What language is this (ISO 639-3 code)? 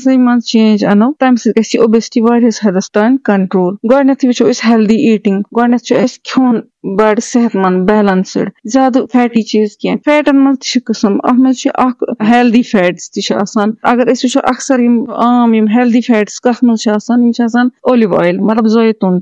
kas